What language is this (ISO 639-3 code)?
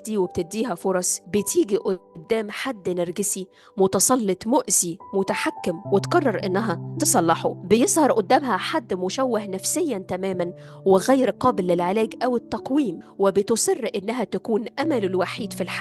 arz